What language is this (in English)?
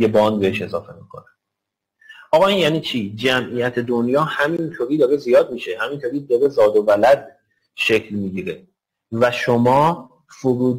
Persian